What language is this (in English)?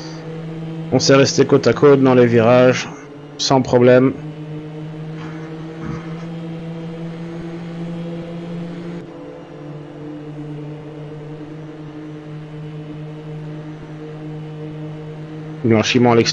French